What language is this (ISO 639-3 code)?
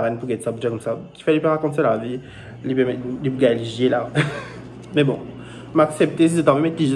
mfe